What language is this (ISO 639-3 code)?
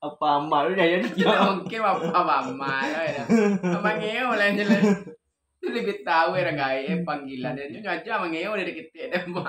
min